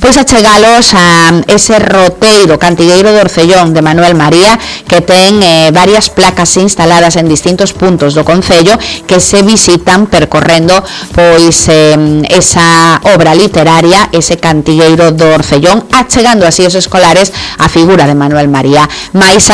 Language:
Galician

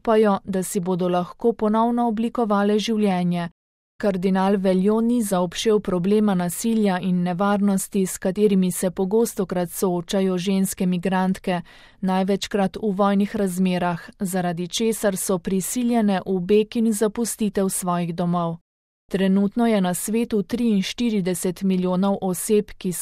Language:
Slovenian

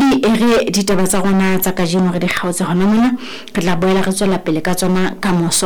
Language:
Southern Sotho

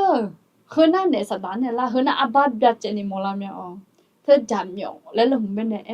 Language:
Akha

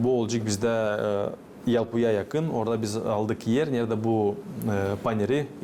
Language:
Gagauz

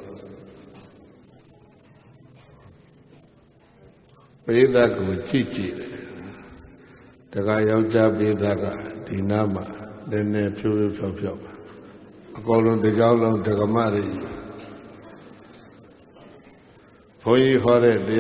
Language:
Burmese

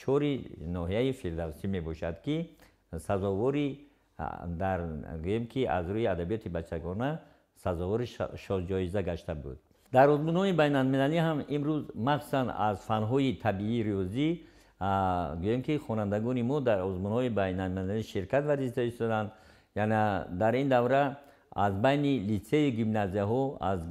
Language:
Tajik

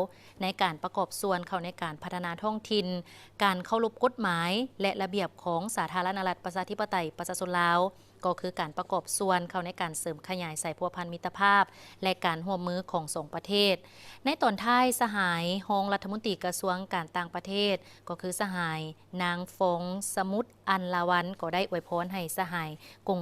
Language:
Lao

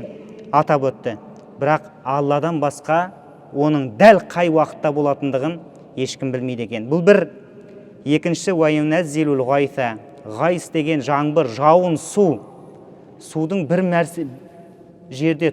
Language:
Kazakh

